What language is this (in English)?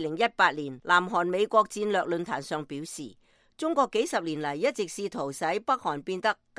Cantonese